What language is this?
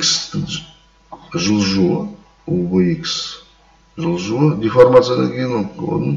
Kazakh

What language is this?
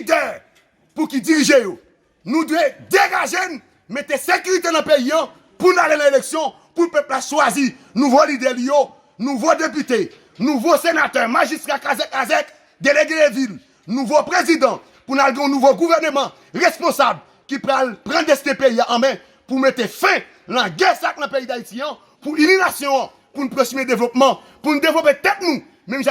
Haitian Creole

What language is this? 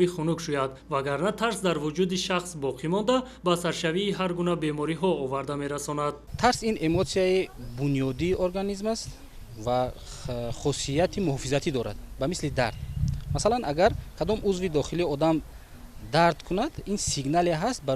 Tajik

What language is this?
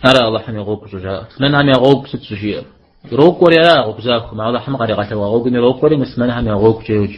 Kabardian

